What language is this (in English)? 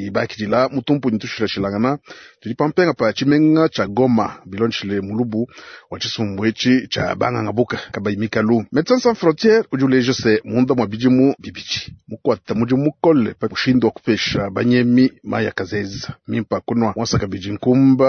Luba-Lulua